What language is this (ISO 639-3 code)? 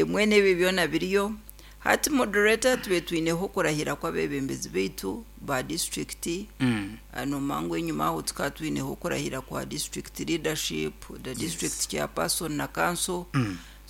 nyn